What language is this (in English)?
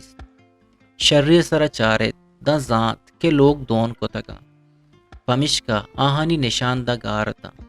Eastern Balochi